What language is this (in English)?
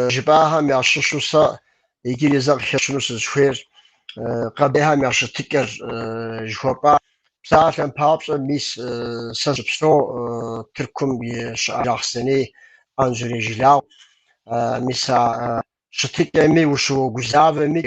Kabardian